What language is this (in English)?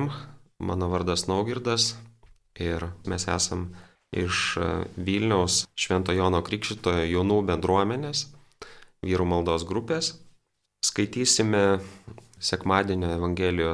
Lithuanian